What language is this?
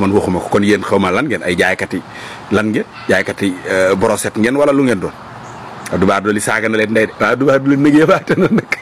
Wolof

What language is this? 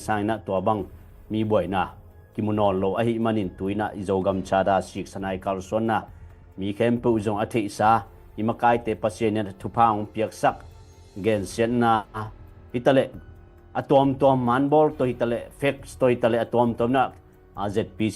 Tedim Chin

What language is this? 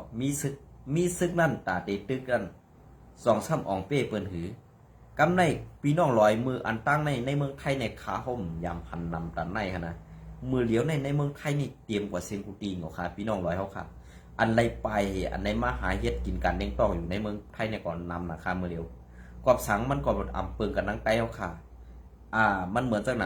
Shan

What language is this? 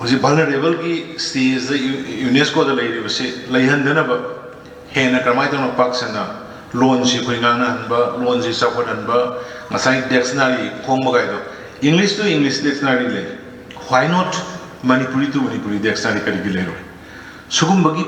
Manipuri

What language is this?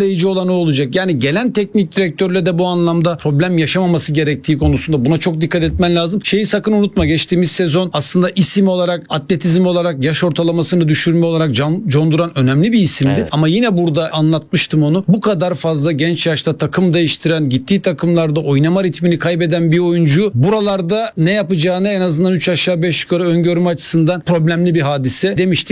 Turkish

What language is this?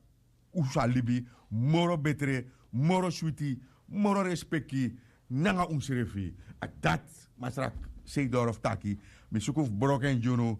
Sranan Tongo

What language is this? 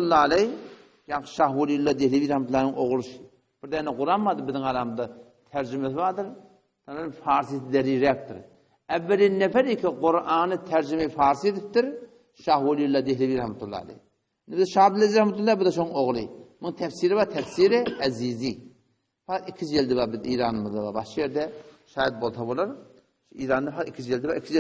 Turkmen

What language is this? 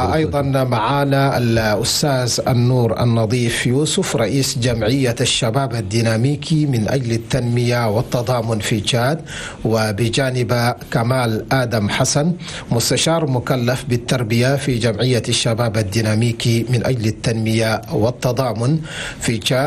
Chadian Arabic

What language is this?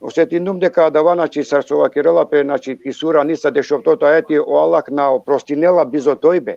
Balkan Romani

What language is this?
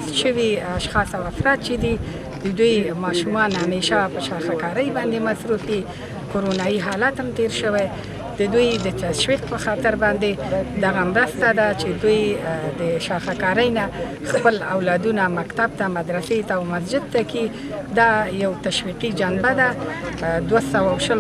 Pashto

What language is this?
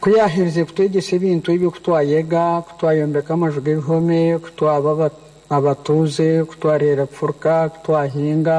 Lango (Uganda)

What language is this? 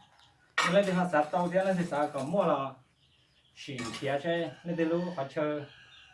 Hmong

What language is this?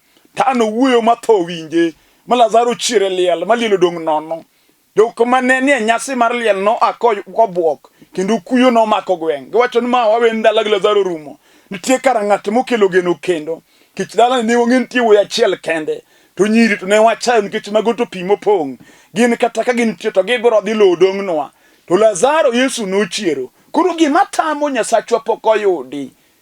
Luo (Kenya and Tanzania)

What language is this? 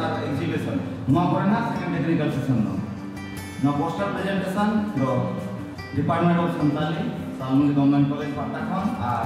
Santali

